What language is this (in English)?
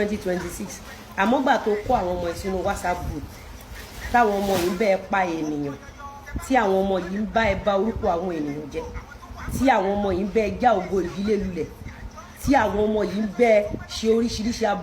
Yoruba